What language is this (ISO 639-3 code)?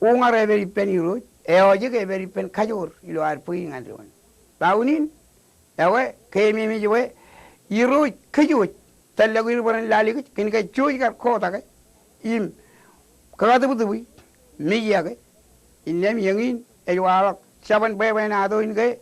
mah